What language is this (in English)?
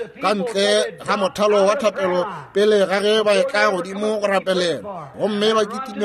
Northern Sotho